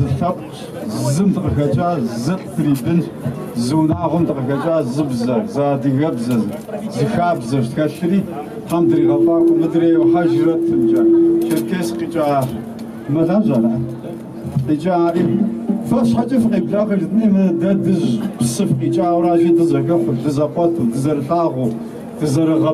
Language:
Kabardian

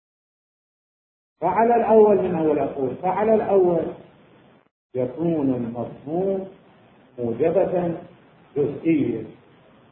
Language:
Arabic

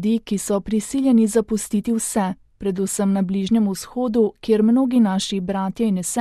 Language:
Slovenian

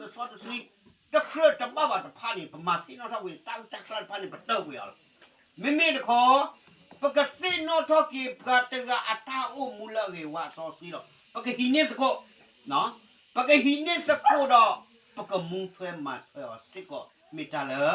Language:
S'gaw Karen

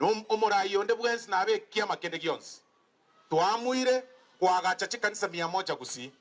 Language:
Gusii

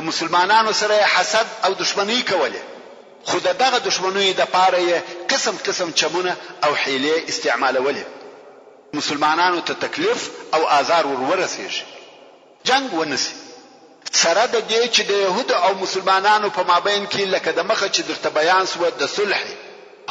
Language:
Pashto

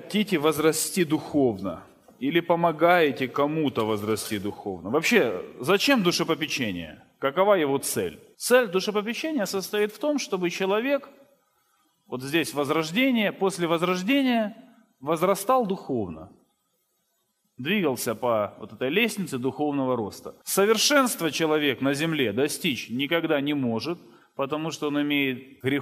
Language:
Russian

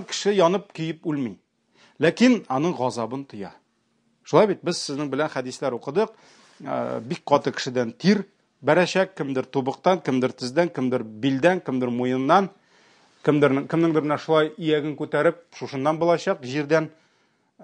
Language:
Tatar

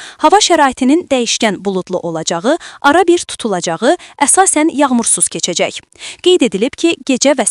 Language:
Azerbaijani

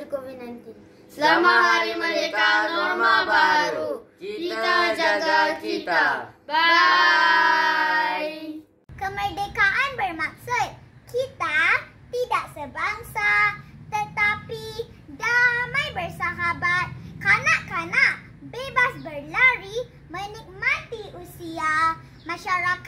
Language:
Malay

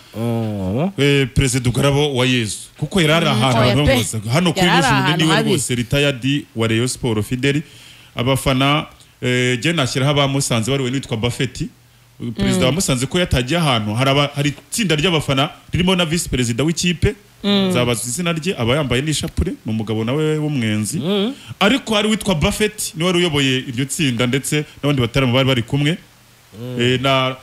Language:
Kinyarwanda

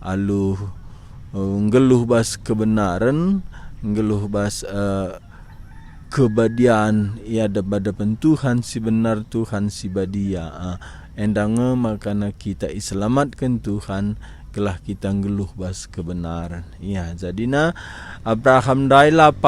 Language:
Batak Karo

